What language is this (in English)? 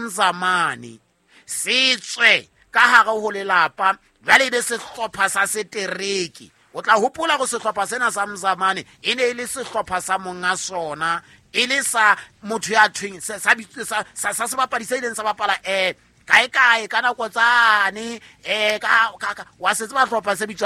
Southern Sotho